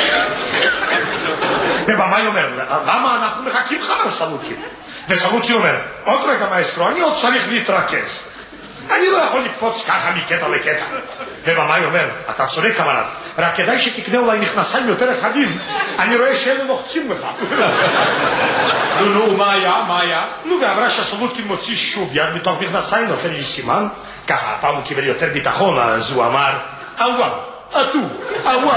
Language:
Hebrew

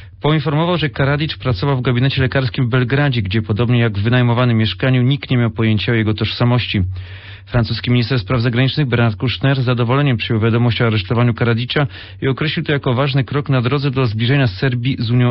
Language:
Polish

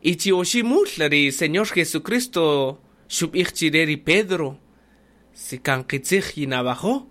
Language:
Kaqchikel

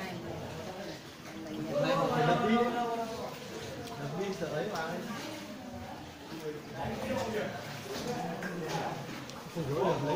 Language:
Vietnamese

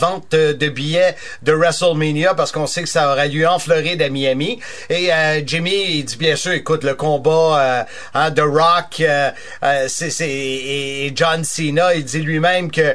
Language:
French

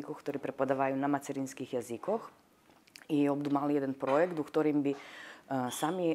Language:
Rusyn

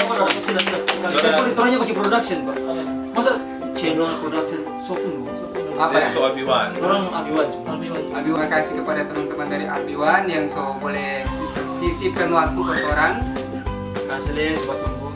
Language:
Manado Malay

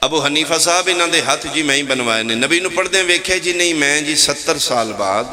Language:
Pahari-Potwari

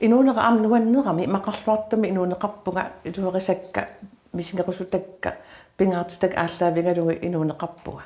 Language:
Kalaallisut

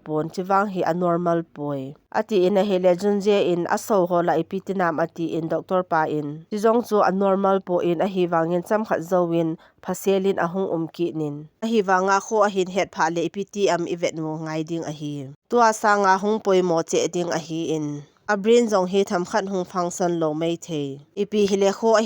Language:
Thado Chin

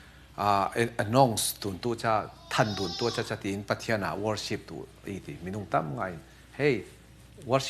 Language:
Falam Chin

